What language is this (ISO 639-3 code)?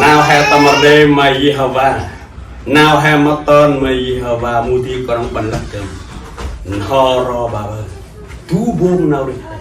cmo